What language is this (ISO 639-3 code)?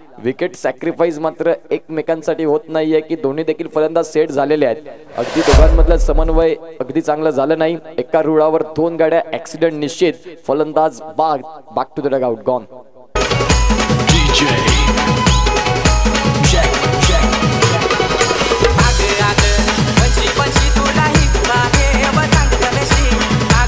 mar